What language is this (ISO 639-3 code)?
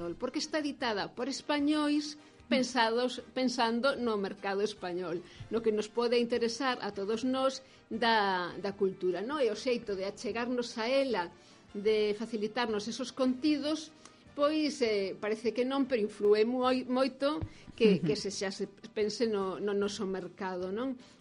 glg